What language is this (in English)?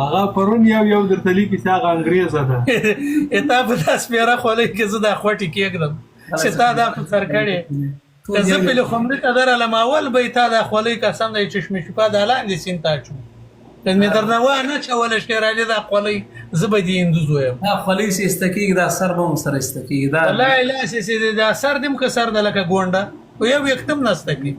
Pashto